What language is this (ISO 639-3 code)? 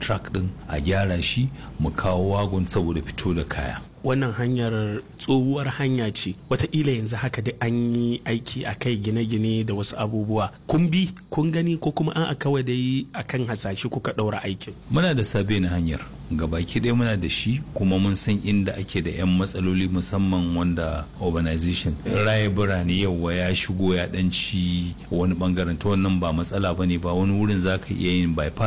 hau